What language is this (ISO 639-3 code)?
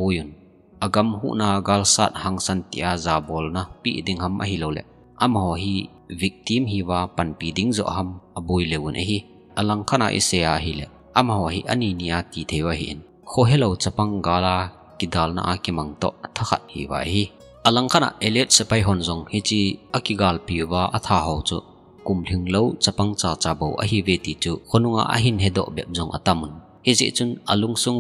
tcz